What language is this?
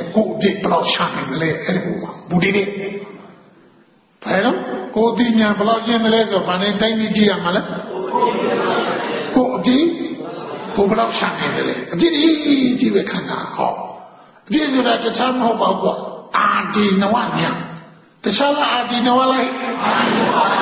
Burmese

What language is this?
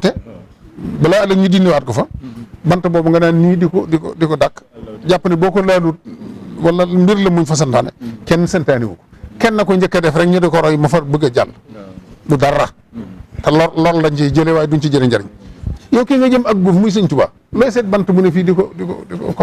Wolof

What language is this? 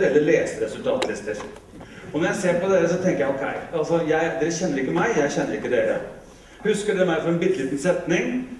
Norwegian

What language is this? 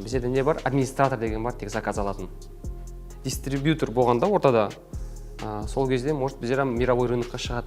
Kara-Kalpak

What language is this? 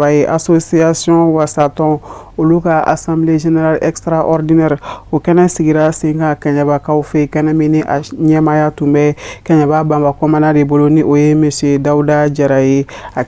Bambara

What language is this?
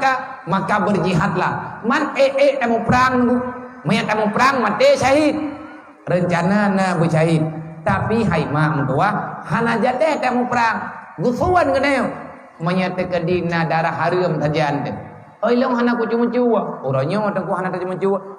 Achinese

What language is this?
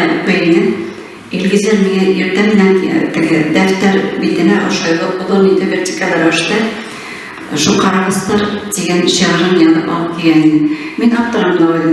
Bashkir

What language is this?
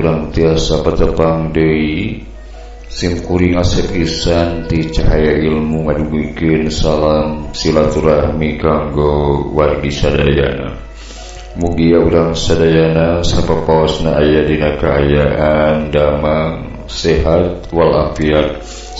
Sundanese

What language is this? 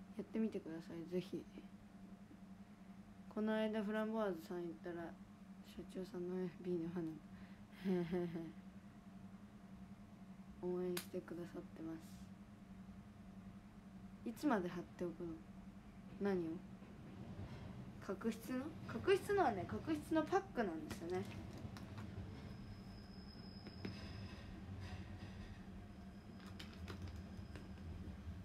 Japanese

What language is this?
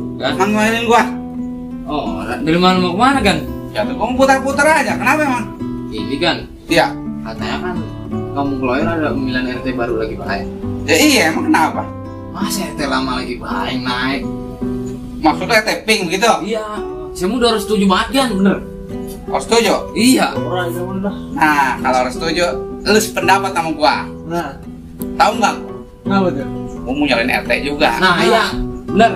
Betawi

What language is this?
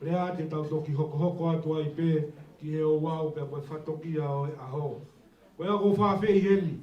Tongan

